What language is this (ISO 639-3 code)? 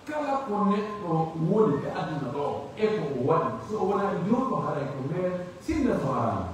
fuf